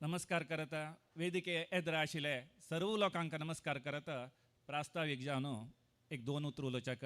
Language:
Konkani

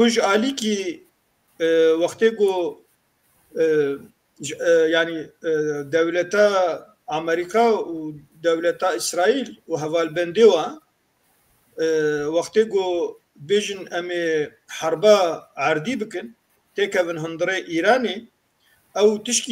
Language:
Kurdish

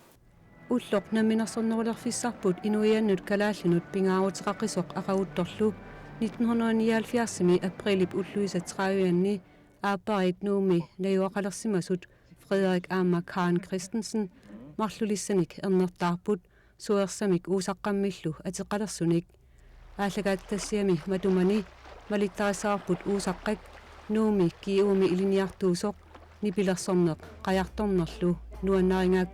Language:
Kalaallisut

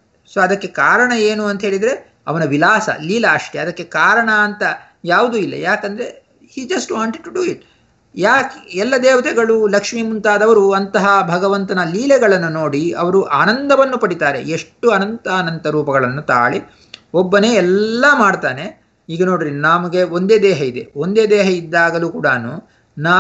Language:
Kannada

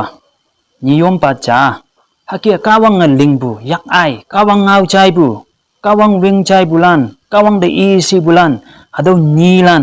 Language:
Konyak Naga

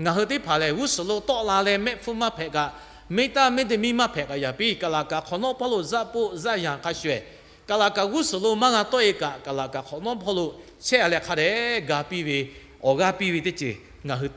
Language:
Lahu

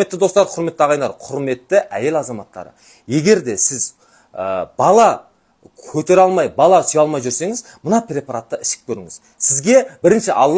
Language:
Kazakh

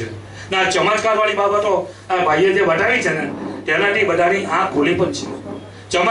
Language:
Gujarati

